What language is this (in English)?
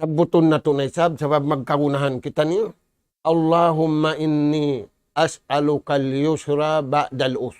Tausug